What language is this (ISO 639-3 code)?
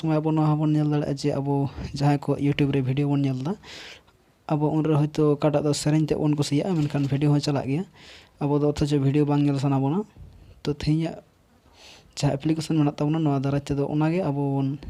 sat